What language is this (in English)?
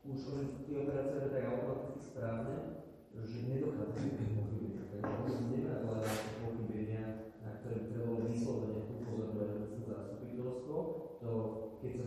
Slovak